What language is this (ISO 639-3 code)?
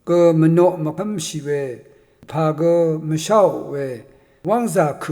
raw